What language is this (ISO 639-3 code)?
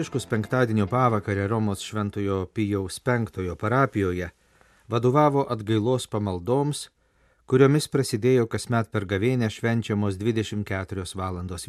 lit